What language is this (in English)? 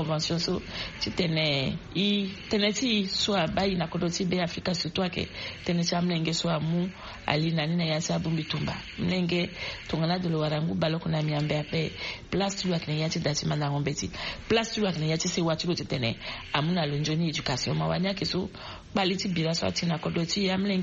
Sango